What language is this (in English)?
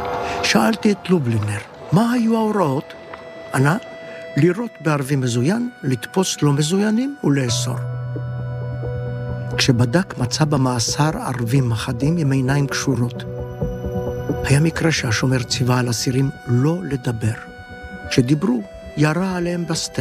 Hebrew